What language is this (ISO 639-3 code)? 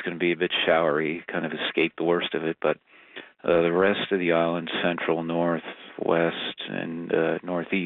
eng